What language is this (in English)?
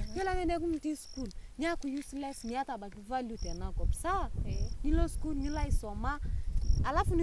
Masai